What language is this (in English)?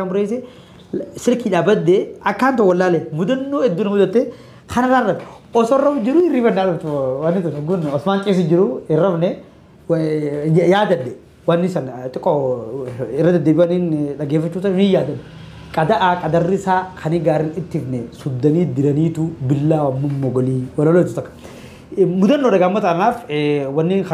Oromo